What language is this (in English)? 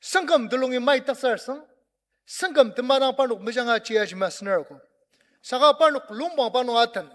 Ao Naga